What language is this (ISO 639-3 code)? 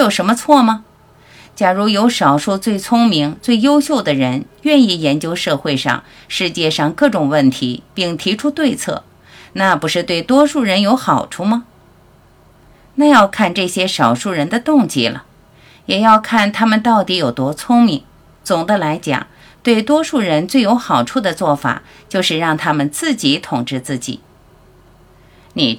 zho